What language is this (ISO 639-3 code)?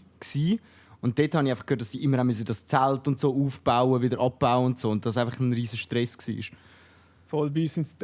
gsw